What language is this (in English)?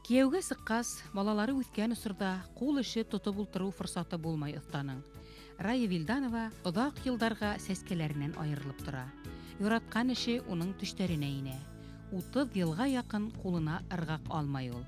Bashkir